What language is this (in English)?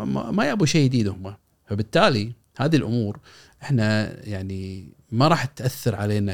Gulf Arabic